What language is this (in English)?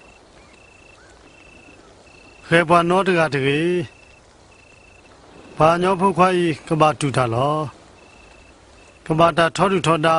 S'gaw Karen